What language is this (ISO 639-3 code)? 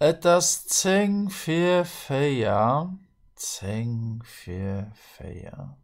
ltz